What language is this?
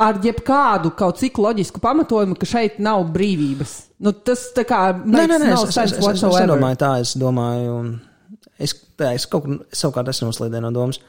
Latvian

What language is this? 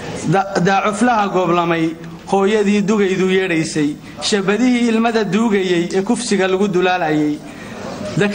Somali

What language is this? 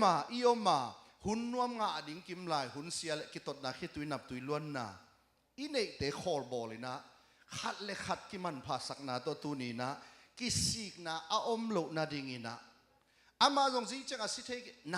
Tedim Chin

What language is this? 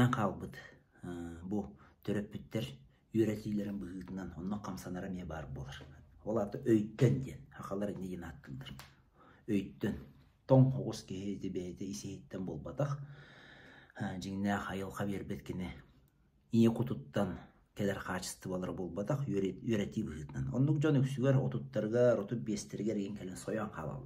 Yakut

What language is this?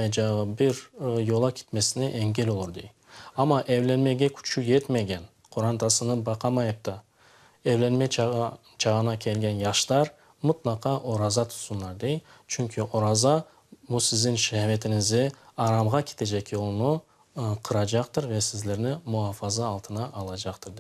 Crimean Tatar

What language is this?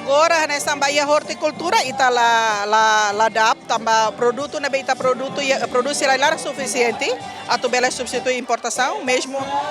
Tetum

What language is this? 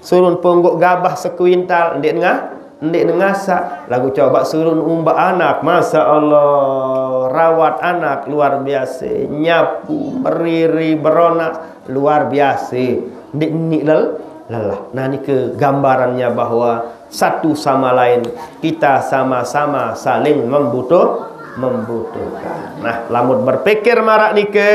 Sasak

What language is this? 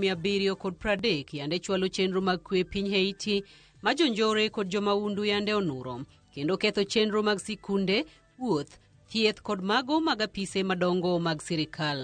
Luo (Kenya and Tanzania)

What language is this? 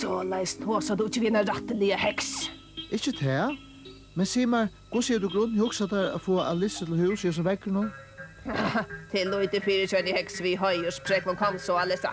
Faroese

